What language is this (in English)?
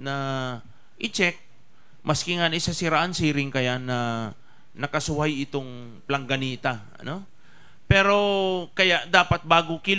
Bikol